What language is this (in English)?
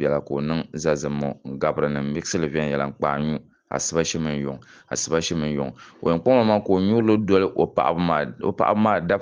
Dagbani